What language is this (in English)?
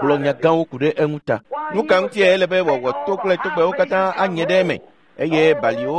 Ewe